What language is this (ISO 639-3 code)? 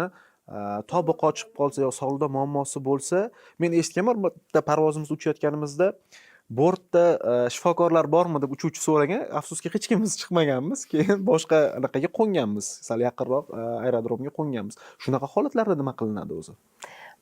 uzb